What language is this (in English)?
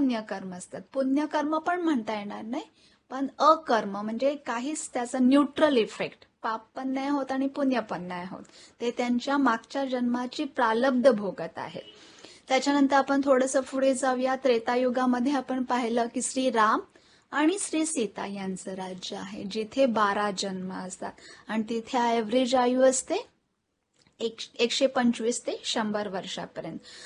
Marathi